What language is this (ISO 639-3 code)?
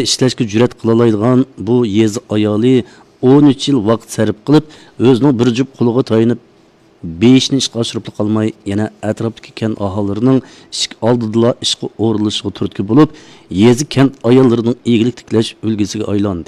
uig